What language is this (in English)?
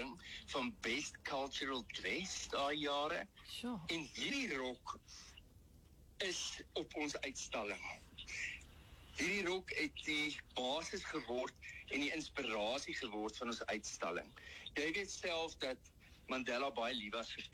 Afrikaans